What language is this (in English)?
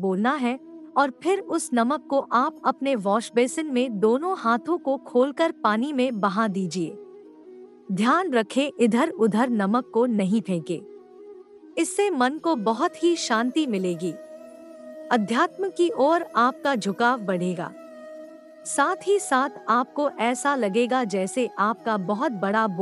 Hindi